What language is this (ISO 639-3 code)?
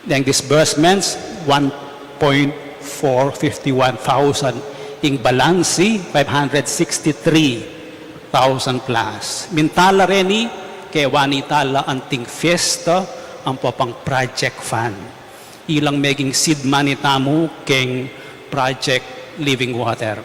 pam